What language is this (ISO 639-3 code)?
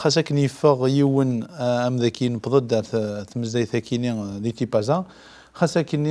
kab